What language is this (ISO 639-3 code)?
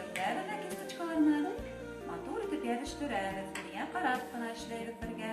bak